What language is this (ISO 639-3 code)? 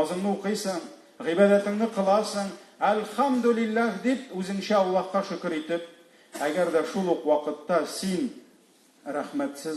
tat